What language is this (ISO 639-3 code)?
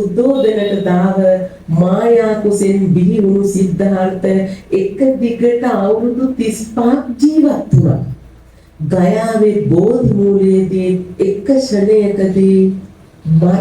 sin